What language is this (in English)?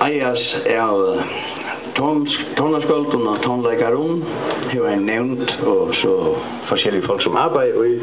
Faroese